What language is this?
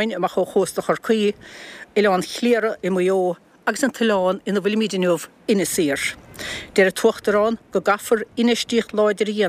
Irish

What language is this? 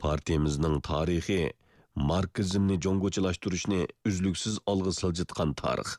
Uyghur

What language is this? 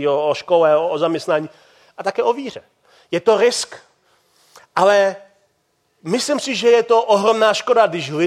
Czech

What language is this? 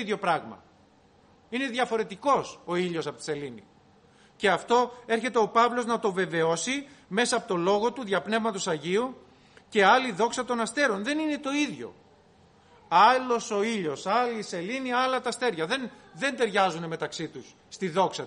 Greek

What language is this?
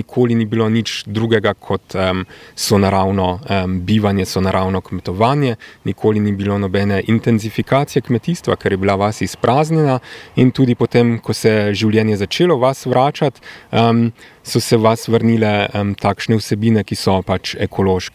Slovenian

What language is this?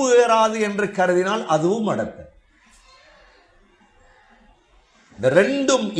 Tamil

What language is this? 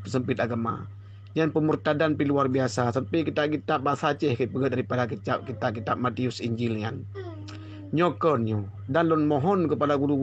Achinese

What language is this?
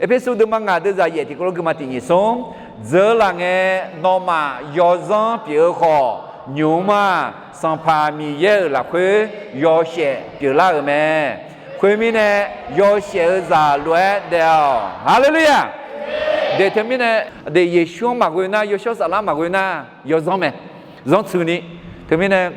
Akha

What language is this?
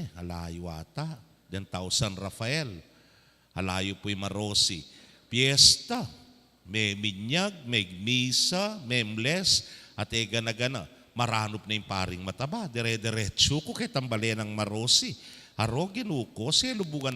Pampanga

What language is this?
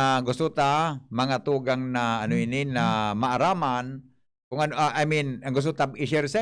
Bikol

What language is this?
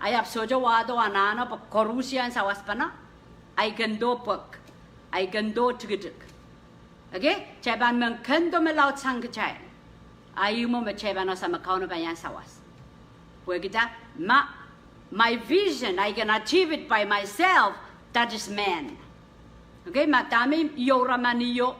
Pohnpeian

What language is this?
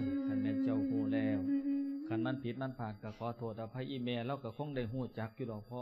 Lao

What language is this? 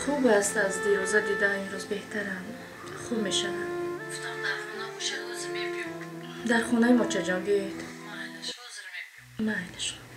Tajik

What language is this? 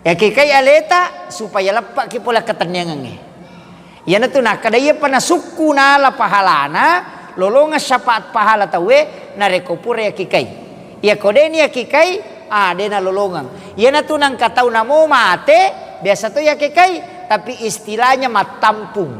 Buginese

